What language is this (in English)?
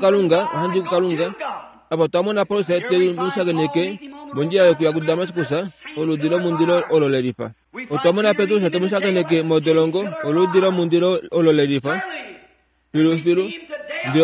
Kuanyama